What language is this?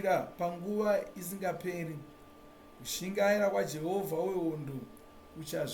Shona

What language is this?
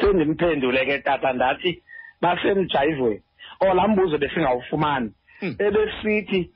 Xhosa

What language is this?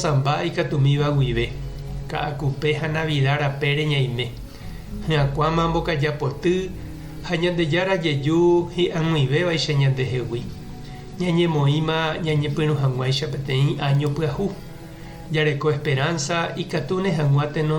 Guarani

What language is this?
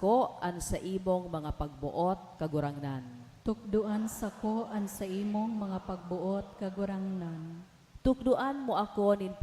Bikol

